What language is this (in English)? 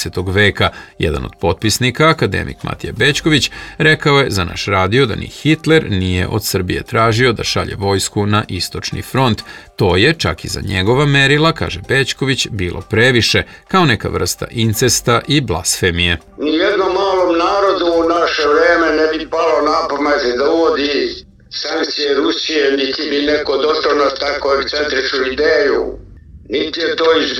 Serbian